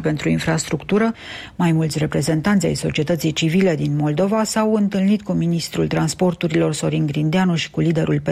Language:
Romanian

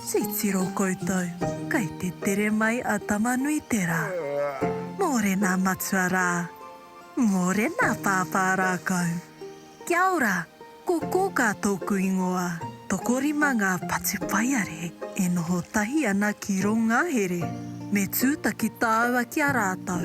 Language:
Māori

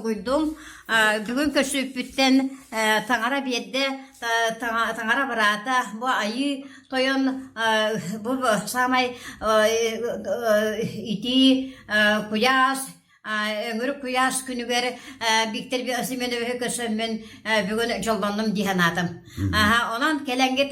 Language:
Yakut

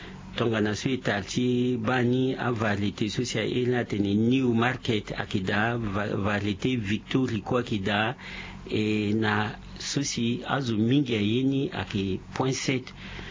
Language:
Sango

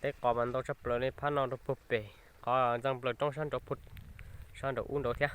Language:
Hmong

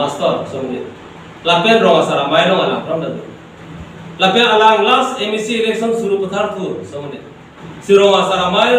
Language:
Karbi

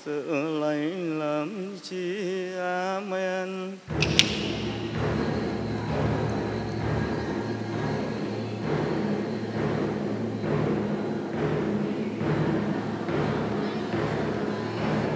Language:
Vietnamese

